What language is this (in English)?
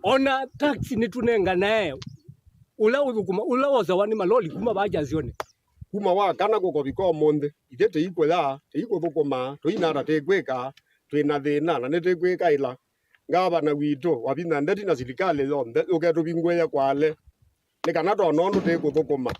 Kamba